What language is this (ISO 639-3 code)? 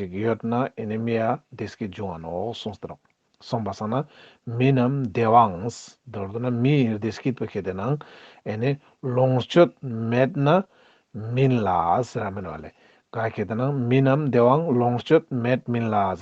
lbj